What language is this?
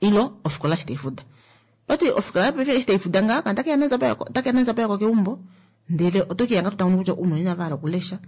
Kuanyama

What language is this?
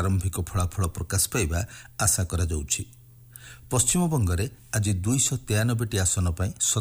Odia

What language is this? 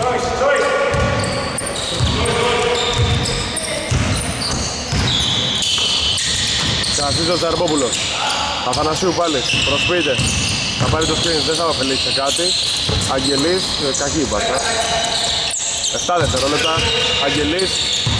Greek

